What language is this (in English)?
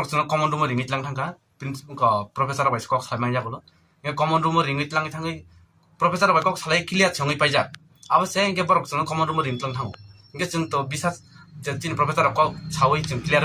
Riang (India)